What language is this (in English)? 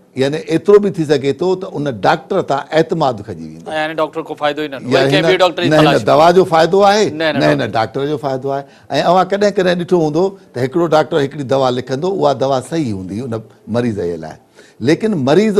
Sindhi